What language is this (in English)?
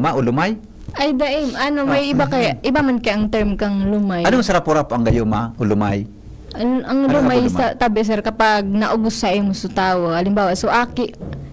Bikol